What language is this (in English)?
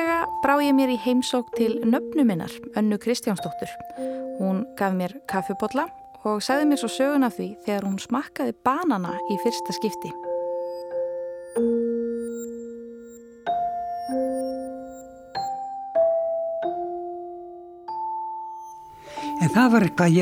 Icelandic